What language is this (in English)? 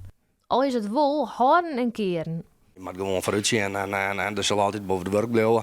Western Frisian